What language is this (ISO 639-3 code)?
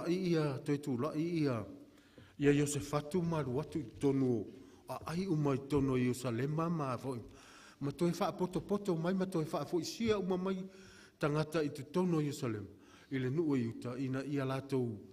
smo